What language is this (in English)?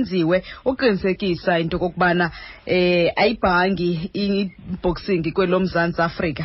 Xhosa